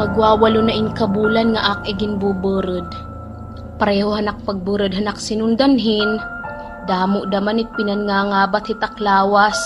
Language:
Waray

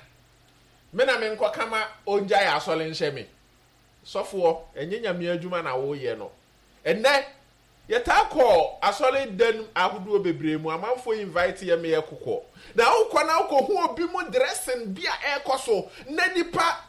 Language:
Akan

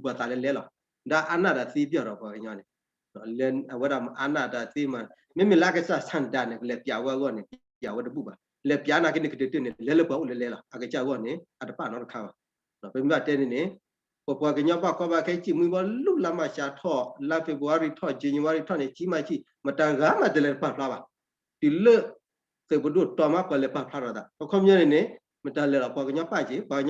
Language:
S'gaw Karen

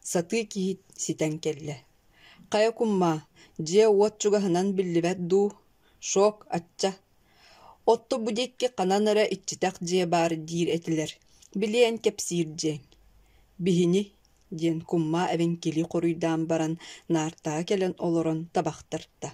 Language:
Yakut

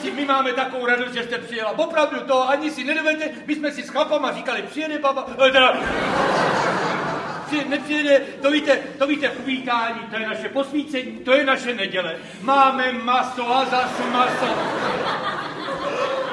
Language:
Czech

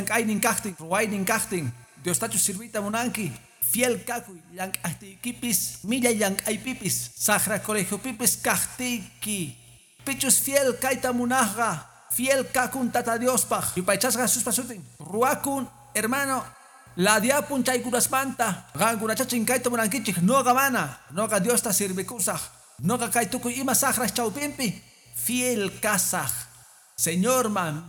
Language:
Quechua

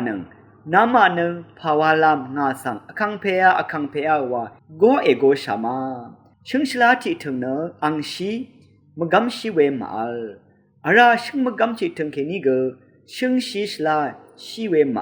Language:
Rawang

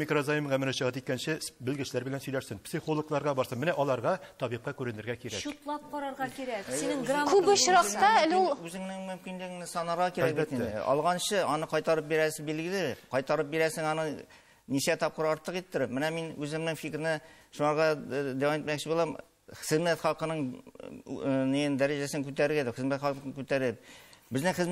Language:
Tatar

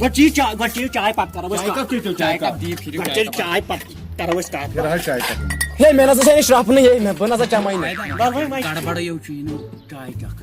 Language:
Kashmiri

